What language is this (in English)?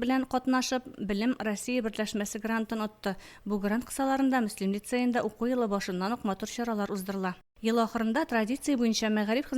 Tatar